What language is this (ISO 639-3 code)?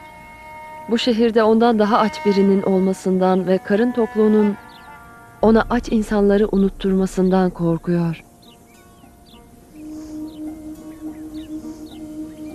tur